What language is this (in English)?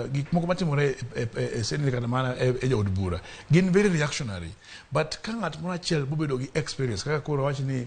Luo (Kenya and Tanzania)